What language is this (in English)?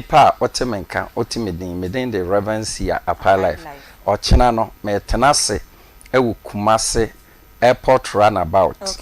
Akan